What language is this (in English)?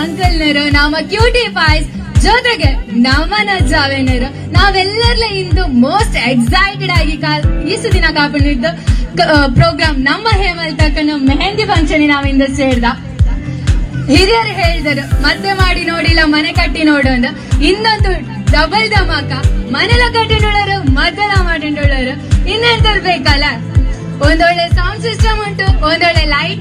Kannada